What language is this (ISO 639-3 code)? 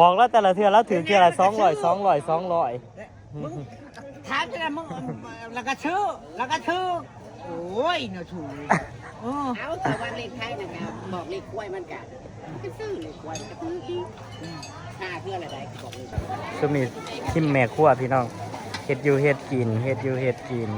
tts